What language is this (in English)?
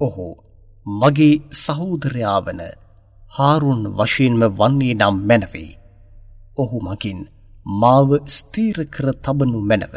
Sinhala